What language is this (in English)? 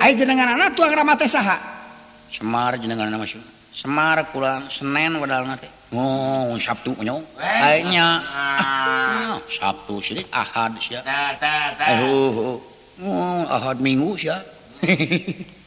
Sundanese